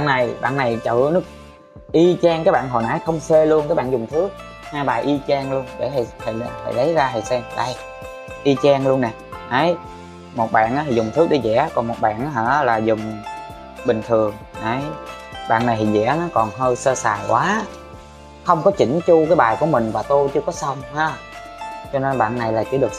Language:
Vietnamese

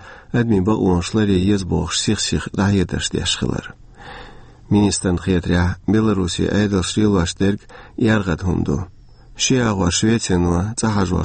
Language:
Chechen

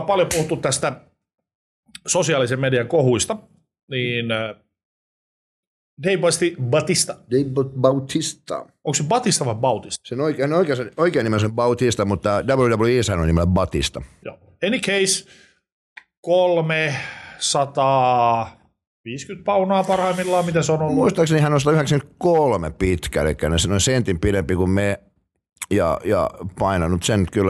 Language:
Finnish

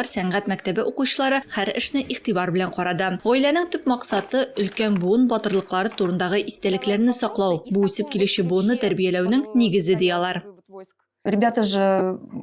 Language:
Tatar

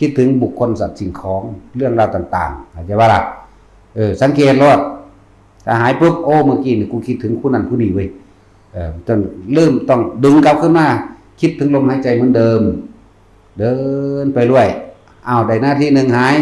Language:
Northeastern Thai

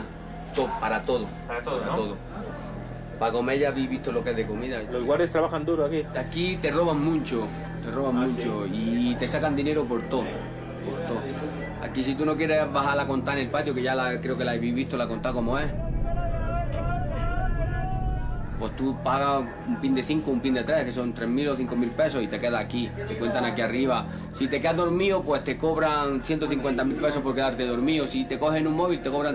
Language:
Spanish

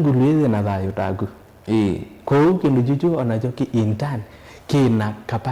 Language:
Kamba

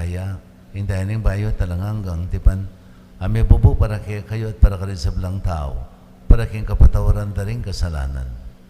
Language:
Pampanga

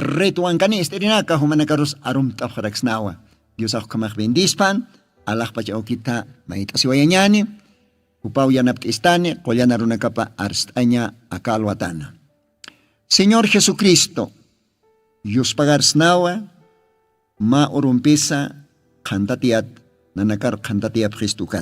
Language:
Aymara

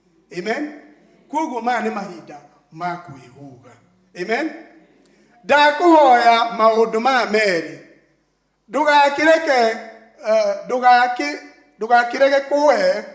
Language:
Kikuyu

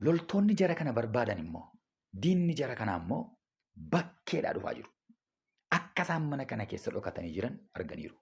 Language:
Oromo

